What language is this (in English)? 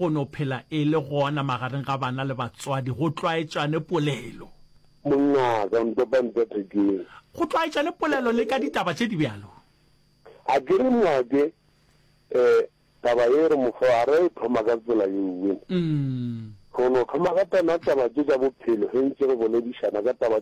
Northern Sotho